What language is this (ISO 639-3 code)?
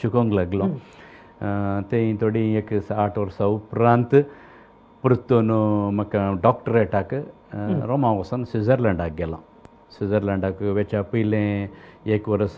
kok